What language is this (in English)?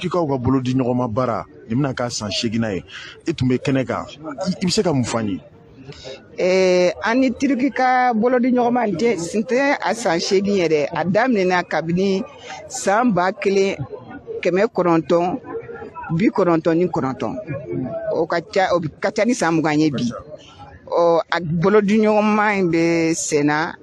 Bambara